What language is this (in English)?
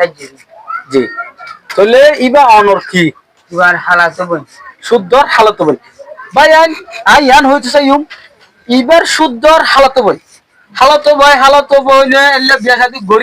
Rohingya